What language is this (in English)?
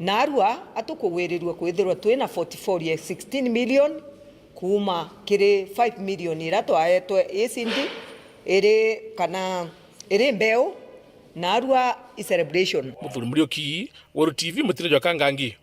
Meru